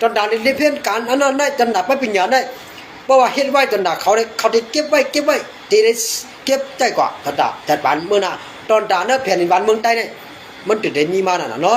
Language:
Shan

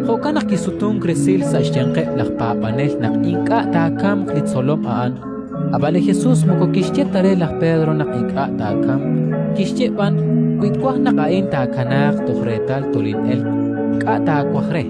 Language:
Kekchí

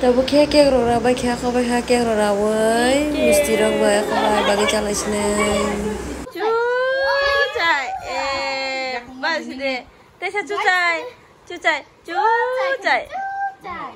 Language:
Kok Borok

